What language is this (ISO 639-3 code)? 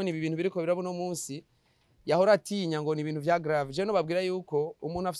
run